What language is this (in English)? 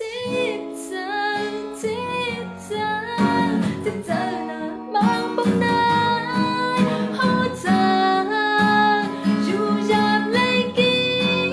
Shan